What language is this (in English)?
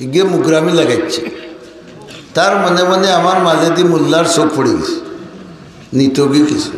Sylheti